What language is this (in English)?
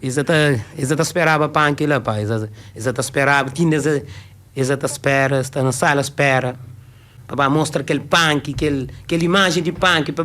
Kabuverdianu